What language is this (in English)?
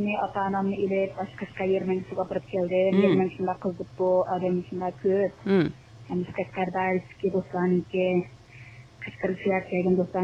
Uyghur